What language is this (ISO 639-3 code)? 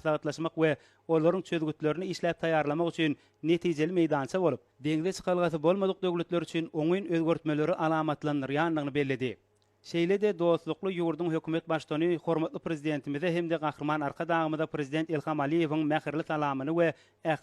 tuk